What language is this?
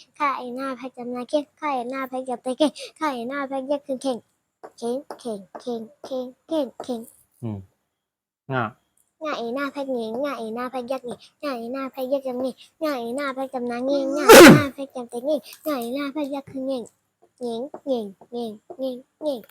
Shan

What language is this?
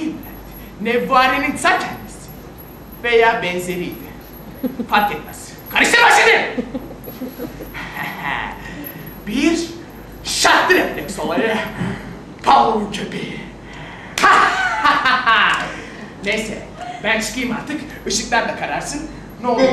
Turkish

